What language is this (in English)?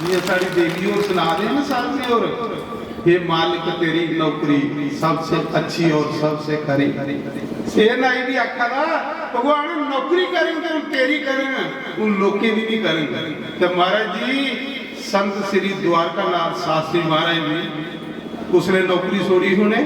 Dogri